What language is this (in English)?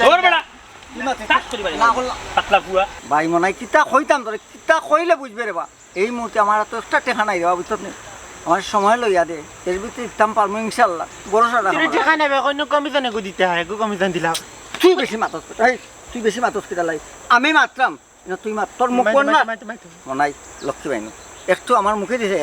Sylheti